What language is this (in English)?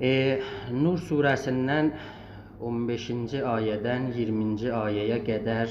South Azerbaijani